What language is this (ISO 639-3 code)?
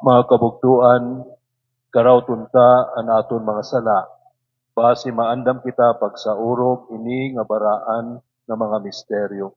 war